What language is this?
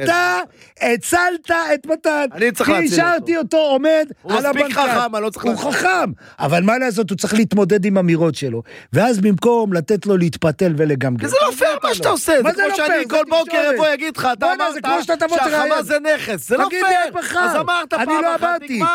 Hebrew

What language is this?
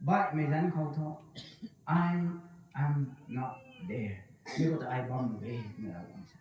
Rongmei Naga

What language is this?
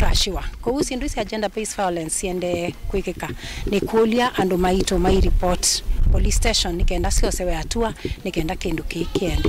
Kamba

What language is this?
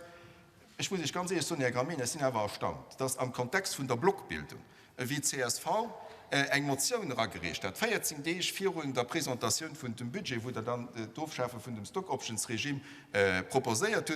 Luxembourgish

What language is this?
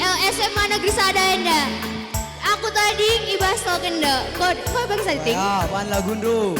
Batak Karo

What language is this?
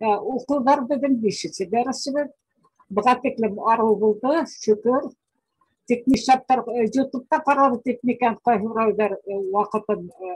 Bashkir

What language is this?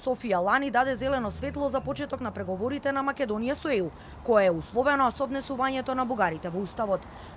Macedonian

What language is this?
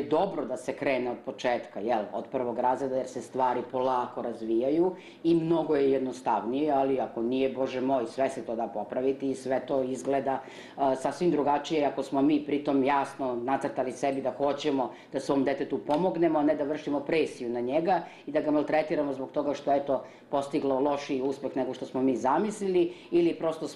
Serbian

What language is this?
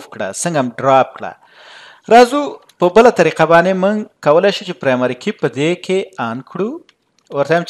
Pashto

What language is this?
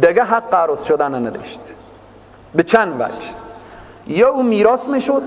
Persian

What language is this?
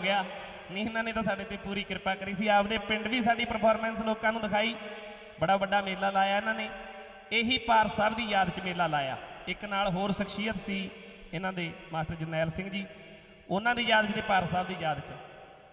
Punjabi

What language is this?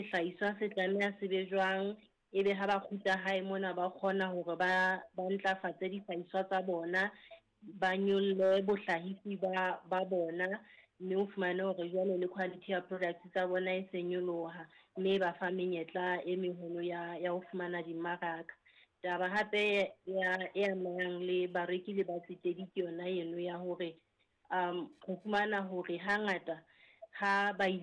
Southern Sotho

